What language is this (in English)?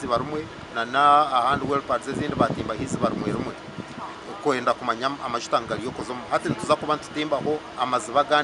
Nyankole